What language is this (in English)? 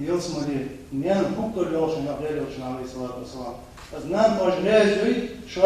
Ingush